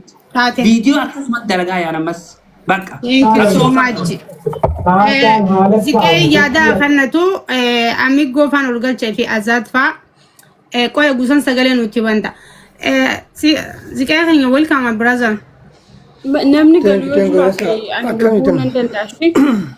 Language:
Oromo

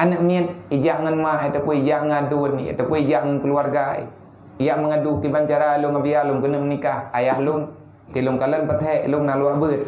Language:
Achinese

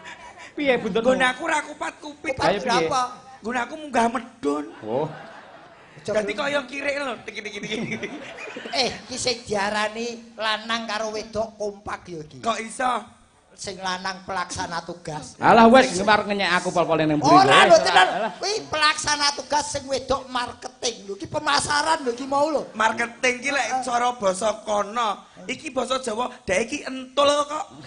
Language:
Javanese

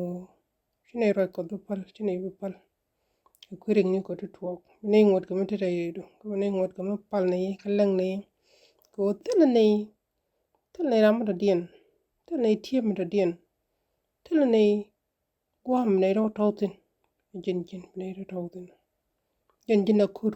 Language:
Nuer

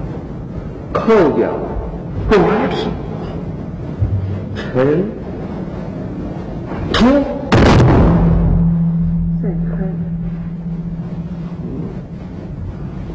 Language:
Chinese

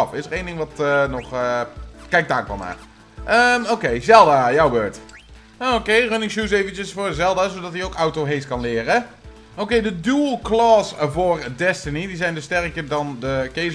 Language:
Dutch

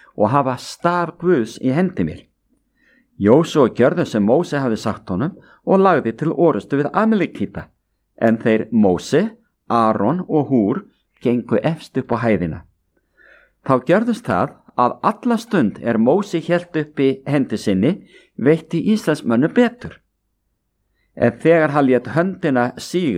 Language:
Icelandic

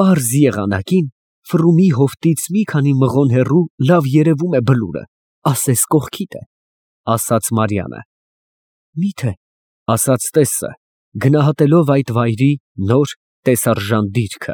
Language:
Armenian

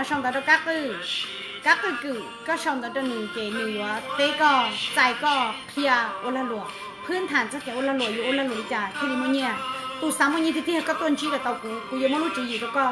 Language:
Hmong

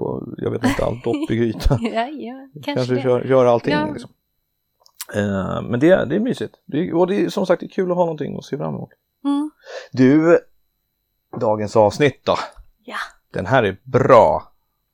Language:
Swedish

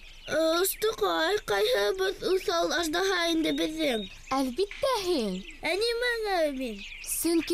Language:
Bashkir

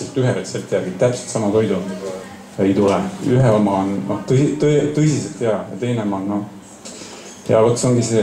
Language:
Estonian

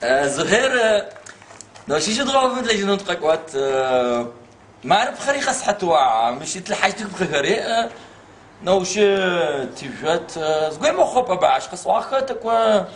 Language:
Adyghe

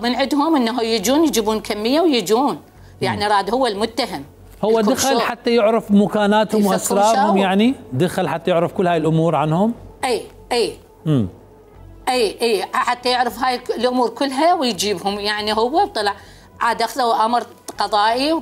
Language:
Mesopotamian Arabic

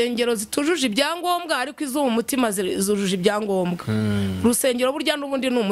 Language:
Kinyarwanda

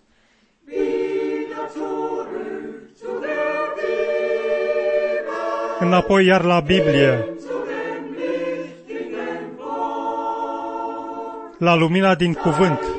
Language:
Romanian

